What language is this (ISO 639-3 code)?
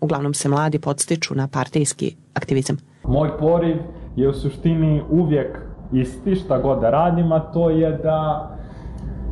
bos